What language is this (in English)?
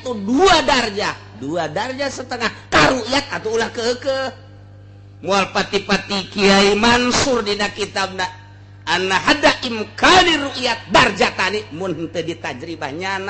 Sundanese